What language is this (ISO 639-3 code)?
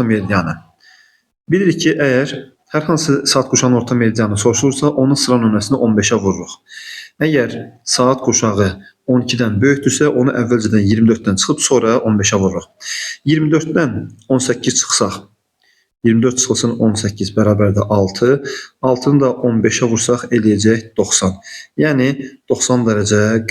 aze